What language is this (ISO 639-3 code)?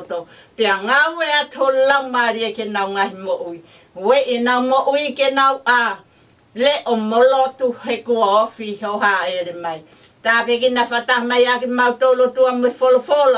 ton